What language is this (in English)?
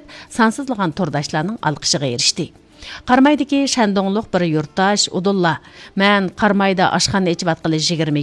Uyghur